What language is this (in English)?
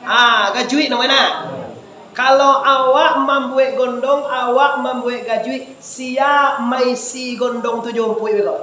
Minangkabau